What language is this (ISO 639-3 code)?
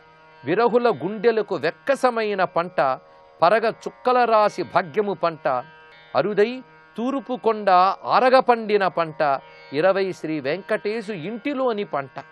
tel